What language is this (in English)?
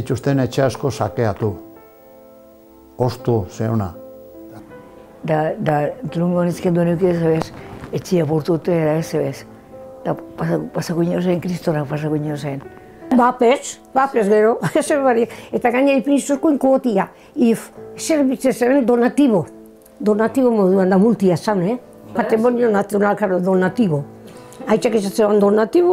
Basque